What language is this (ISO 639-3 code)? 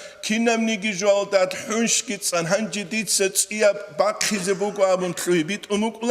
ava